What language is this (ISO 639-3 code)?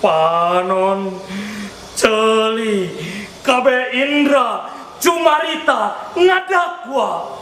sun